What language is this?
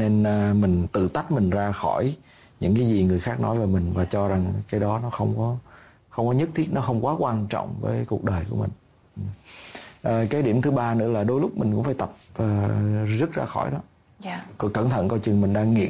Vietnamese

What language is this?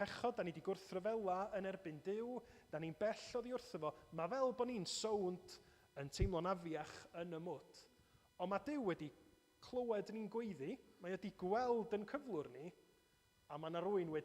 Welsh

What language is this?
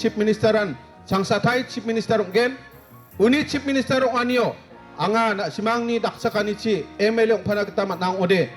Garo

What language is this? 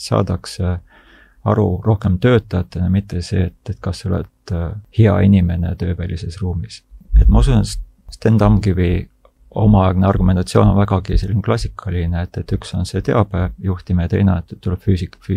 Estonian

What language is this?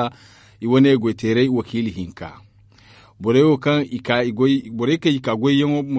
Zarma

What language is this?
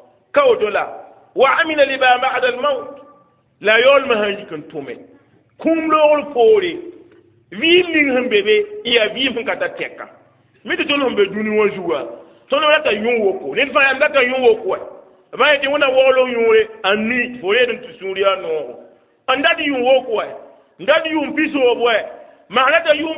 Mossi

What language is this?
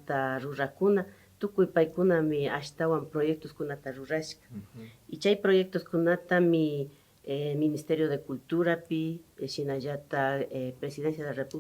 Imbabura Highland Quichua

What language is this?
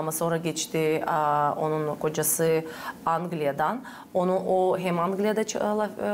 Gagauz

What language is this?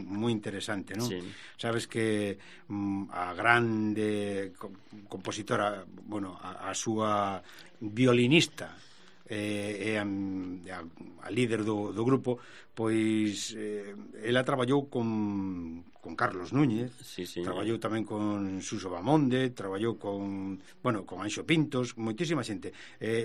Galician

